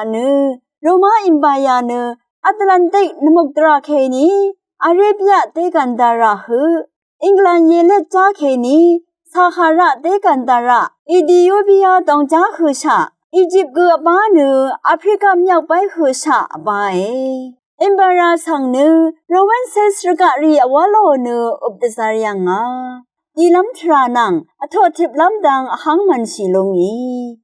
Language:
Rawang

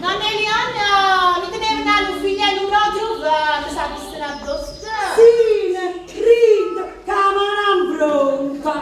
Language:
Neapolitan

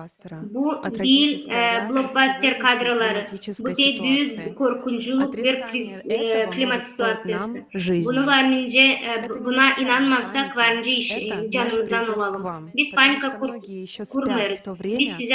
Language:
Gagauz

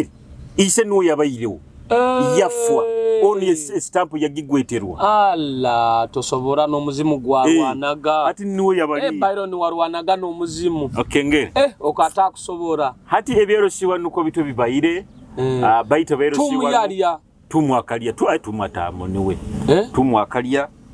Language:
Nyoro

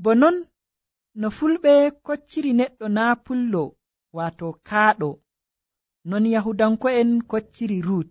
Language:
Nigerian Fulfulde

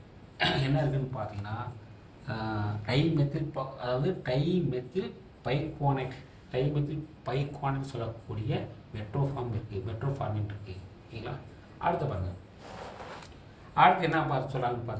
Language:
Tamil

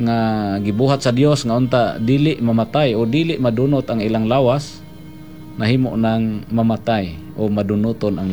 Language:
Cebuano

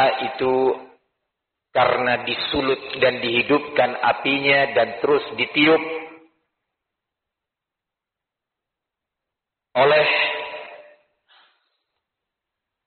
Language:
Indonesian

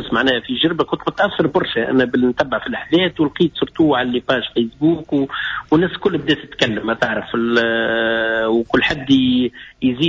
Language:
Tunisian Arabic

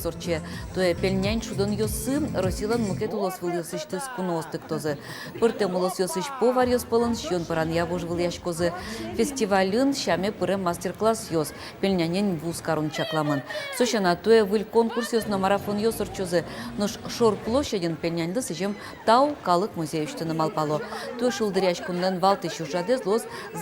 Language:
Udmurt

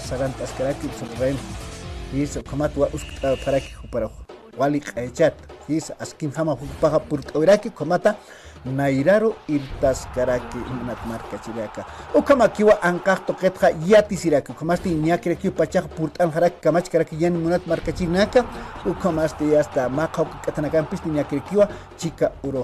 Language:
Aymara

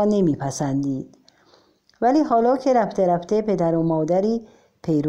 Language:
Persian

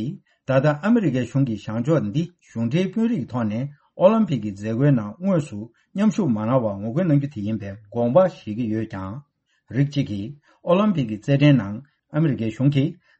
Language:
Tibetan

